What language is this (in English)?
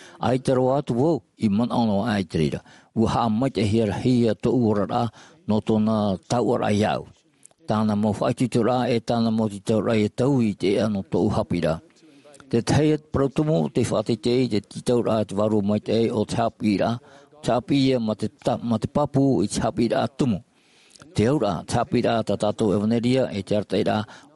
Tahitian